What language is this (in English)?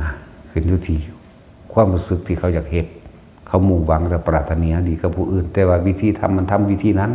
Northeastern Thai